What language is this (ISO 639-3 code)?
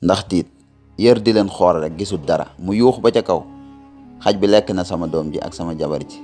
wol